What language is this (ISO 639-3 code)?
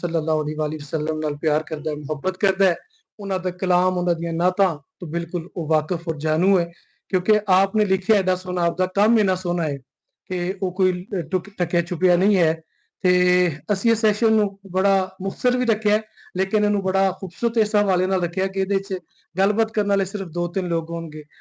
lah